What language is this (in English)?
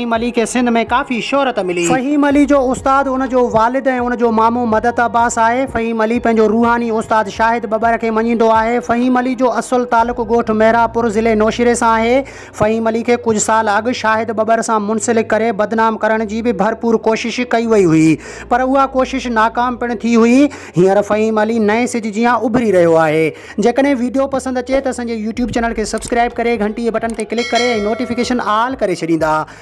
Sindhi